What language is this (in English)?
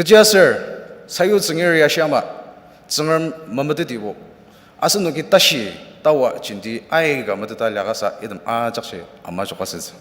Ao Naga